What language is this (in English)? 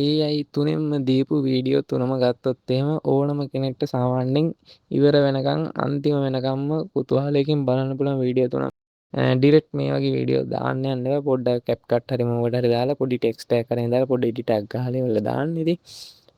Sinhala